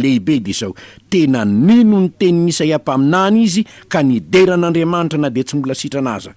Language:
Malagasy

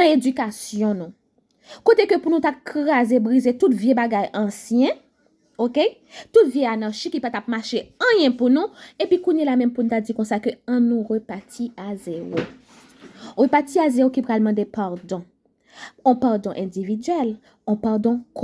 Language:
Haitian Creole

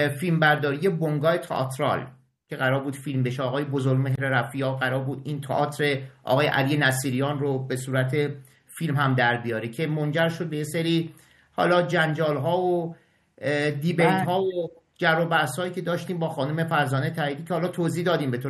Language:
Persian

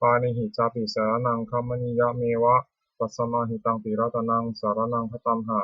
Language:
Pali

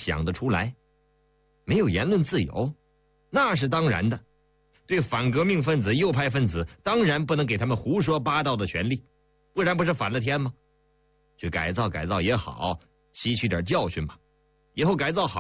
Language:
Chinese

